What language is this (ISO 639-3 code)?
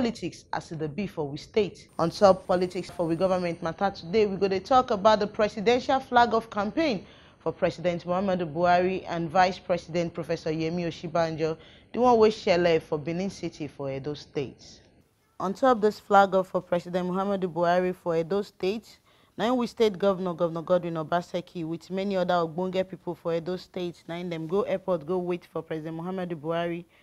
pcm